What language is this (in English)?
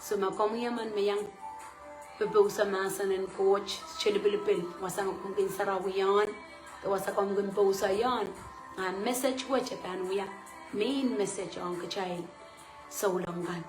Pohnpeian